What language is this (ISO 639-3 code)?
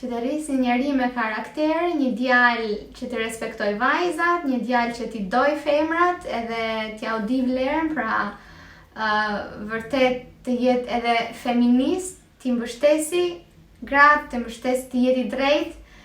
sqi